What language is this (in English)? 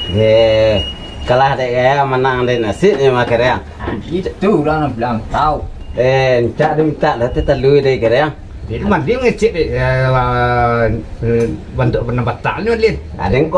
Minangkabau